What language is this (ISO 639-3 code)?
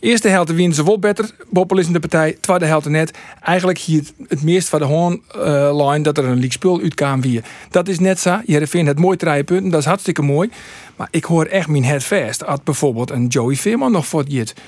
fry